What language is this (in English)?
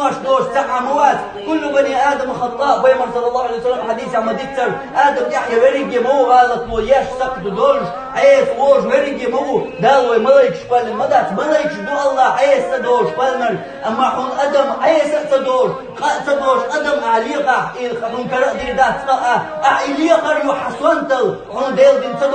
Chechen